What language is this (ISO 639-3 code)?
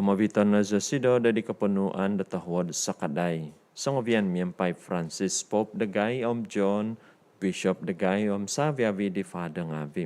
dtp